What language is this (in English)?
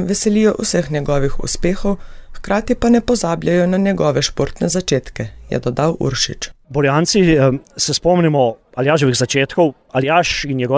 Slovenian